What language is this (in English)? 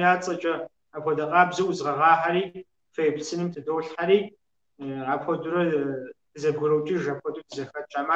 Kabardian